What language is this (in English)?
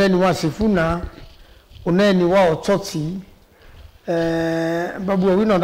Kamba